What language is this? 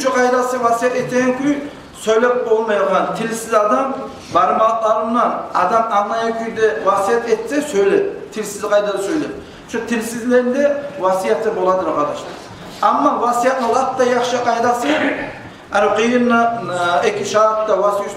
Kumyk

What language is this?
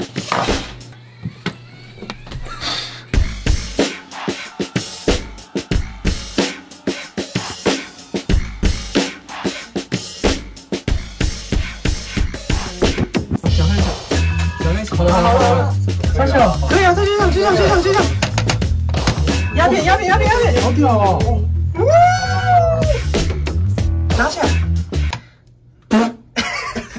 Chinese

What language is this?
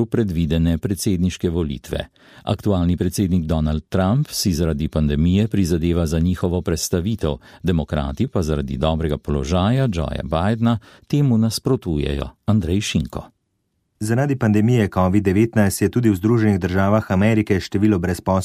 Slovenian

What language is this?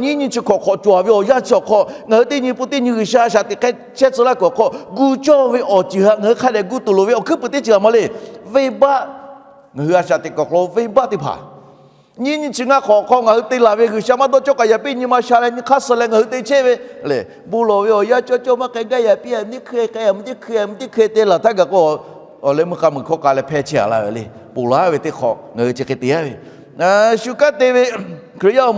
Lahu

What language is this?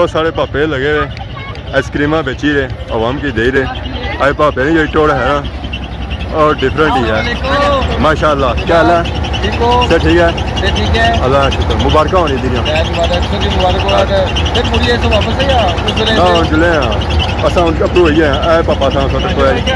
Pahari-Potwari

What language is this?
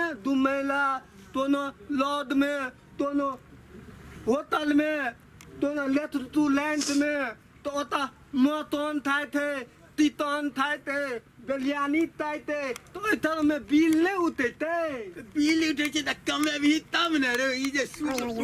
Maithili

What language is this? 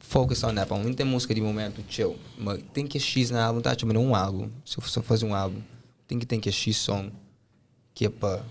Kabuverdianu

